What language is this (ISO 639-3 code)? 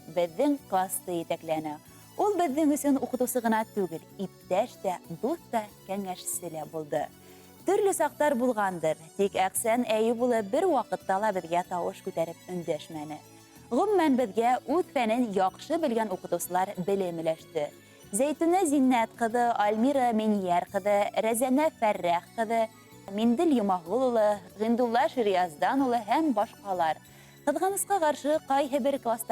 bak